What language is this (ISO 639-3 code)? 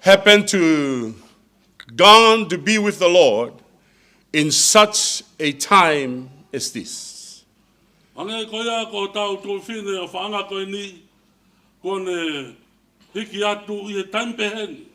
ton